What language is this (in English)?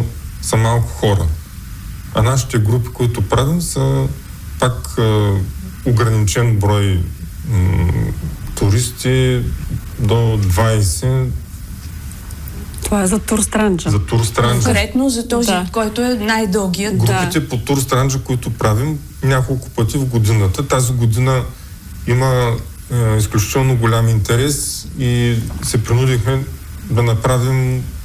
Bulgarian